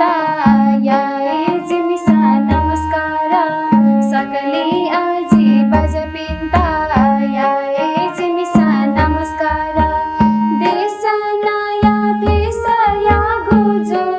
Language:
Newari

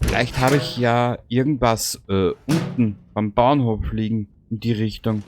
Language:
Bavarian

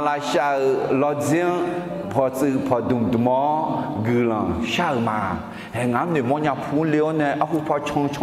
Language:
Akha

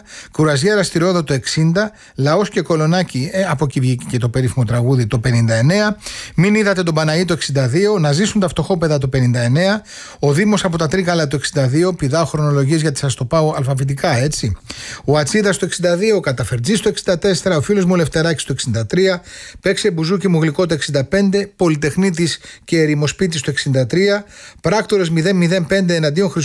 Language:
Greek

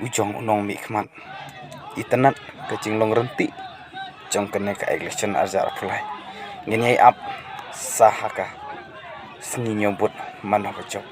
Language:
Khasi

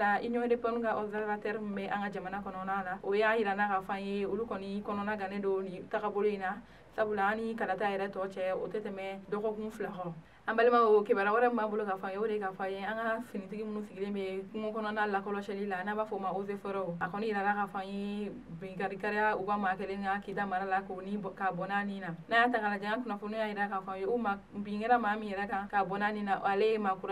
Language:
Bambara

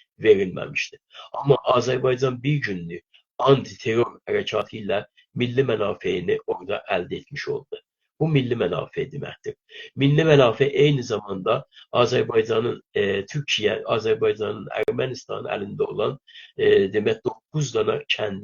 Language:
South Azerbaijani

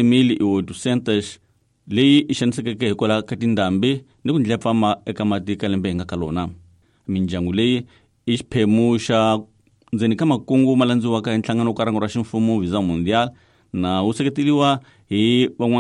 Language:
Tsonga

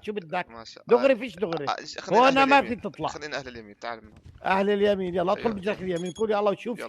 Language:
North Levantine Arabic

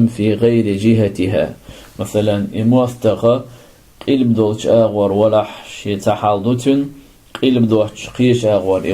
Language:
Chechen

